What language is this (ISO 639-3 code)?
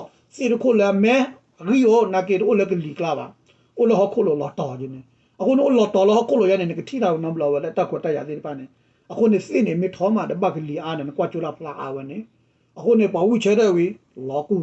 ksw